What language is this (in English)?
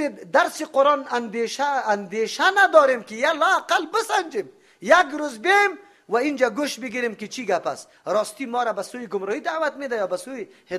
Persian